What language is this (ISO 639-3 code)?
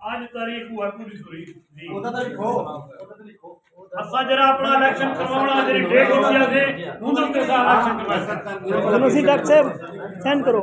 skr